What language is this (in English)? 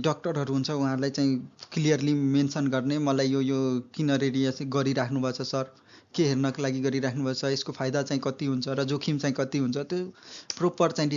Nepali